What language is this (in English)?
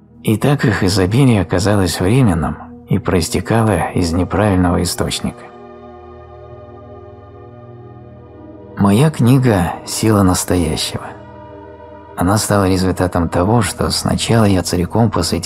Russian